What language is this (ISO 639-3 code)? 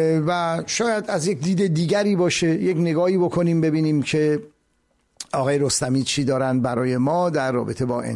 fas